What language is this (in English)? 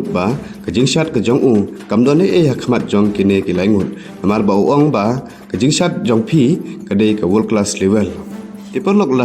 Khasi